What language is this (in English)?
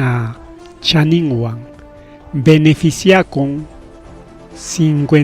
Ayacucho Quechua